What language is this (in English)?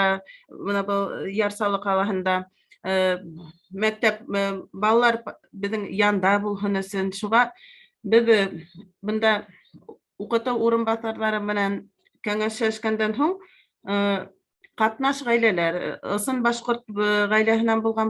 Bashkir